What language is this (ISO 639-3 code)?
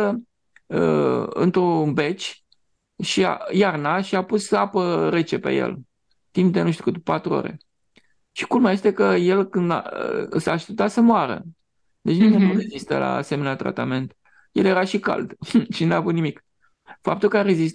ron